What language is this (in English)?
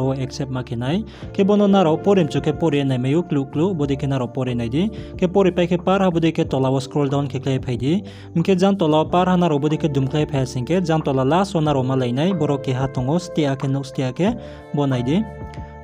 Riang (India)